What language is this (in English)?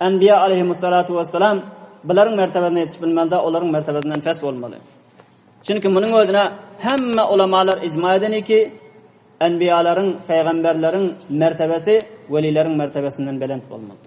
Turkmen